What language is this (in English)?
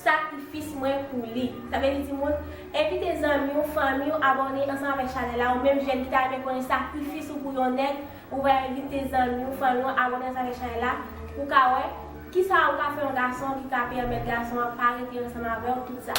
Haitian Creole